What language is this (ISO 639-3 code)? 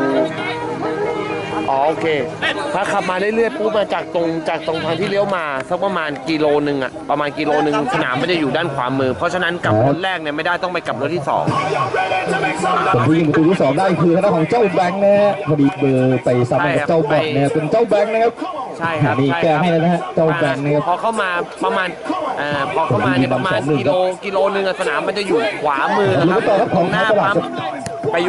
tha